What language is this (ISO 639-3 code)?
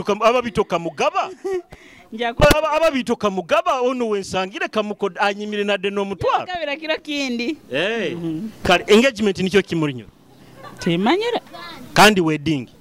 nyo